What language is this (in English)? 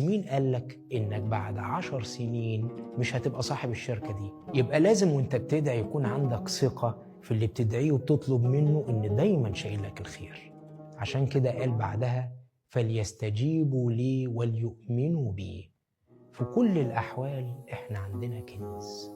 Egyptian Arabic